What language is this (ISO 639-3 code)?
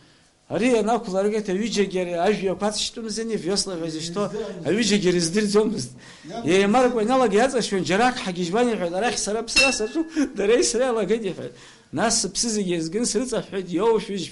abk